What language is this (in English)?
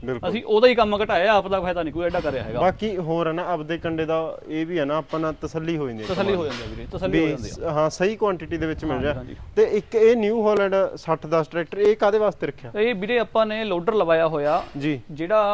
Punjabi